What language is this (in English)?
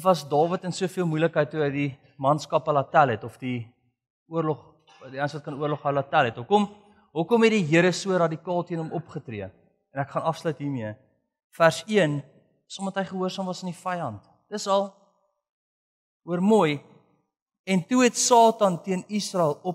Afrikaans